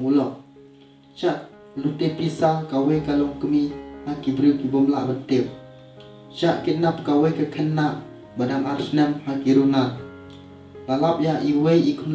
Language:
Khasi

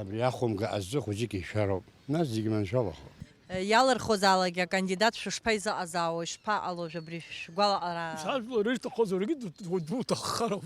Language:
Abkhazian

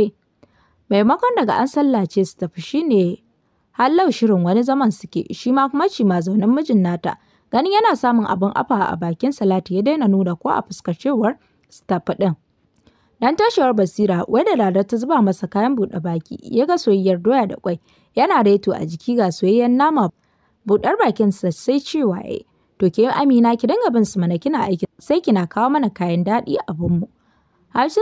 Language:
Hausa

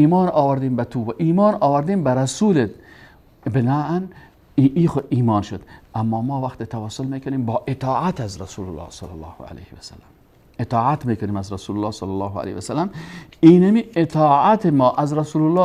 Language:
Persian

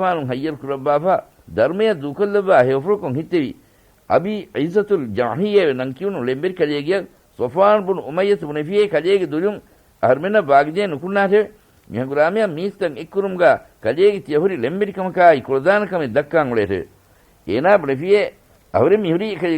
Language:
Divehi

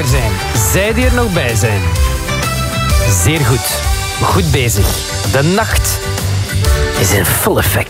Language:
Dutch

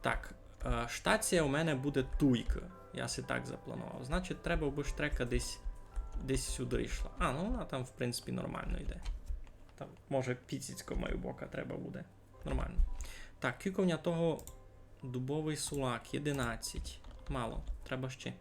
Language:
Rusyn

